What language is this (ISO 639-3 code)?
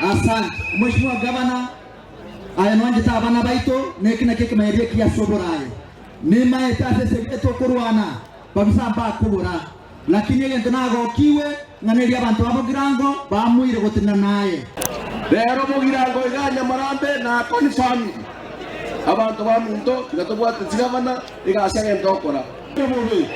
guz